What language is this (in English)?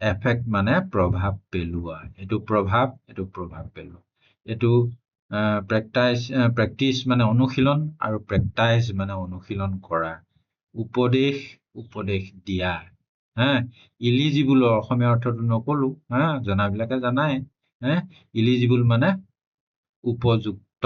Assamese